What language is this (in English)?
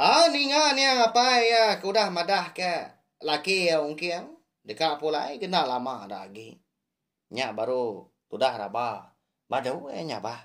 Iban